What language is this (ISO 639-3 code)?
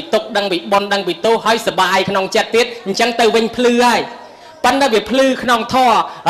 khm